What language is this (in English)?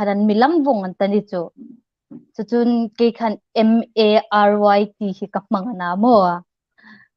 Hmar